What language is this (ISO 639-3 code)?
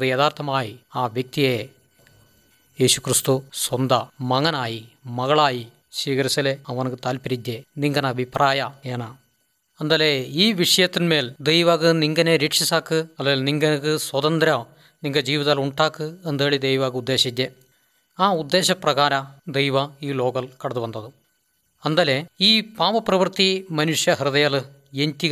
mal